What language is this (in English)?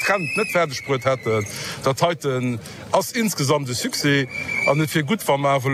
Luxembourgish